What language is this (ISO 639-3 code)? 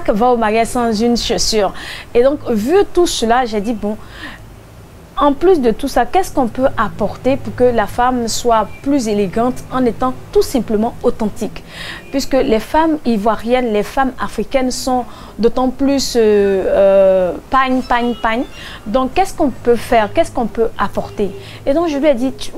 fra